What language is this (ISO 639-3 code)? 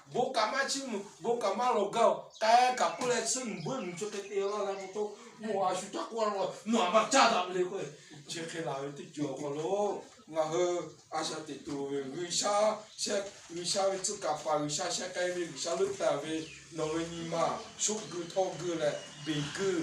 lhu